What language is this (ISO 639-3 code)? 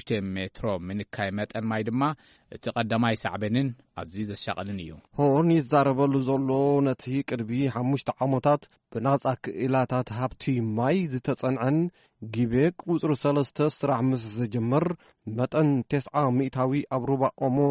tir